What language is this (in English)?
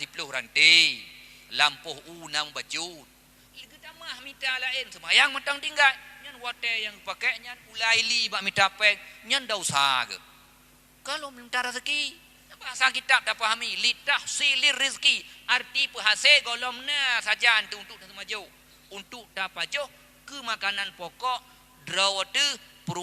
Achinese